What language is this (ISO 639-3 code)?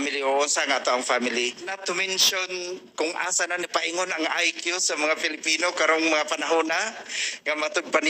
ceb